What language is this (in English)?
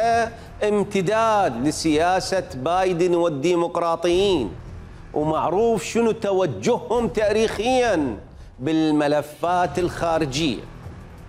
Mesopotamian Arabic